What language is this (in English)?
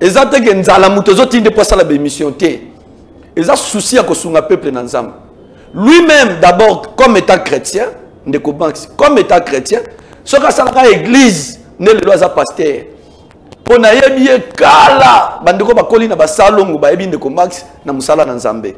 Lingala